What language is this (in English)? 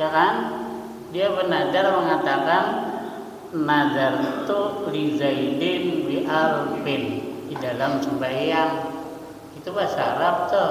Banjar